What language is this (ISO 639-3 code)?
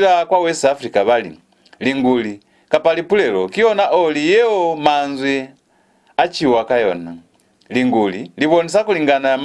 loz